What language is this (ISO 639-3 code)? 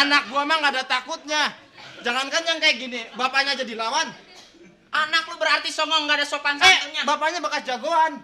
bew